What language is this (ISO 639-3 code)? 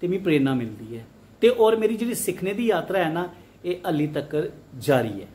doi